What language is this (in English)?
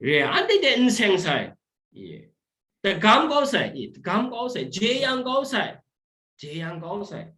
Kachin